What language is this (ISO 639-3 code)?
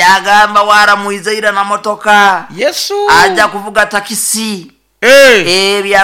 nyo